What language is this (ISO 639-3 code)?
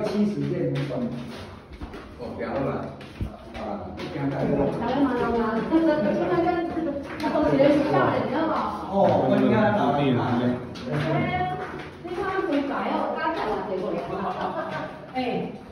zho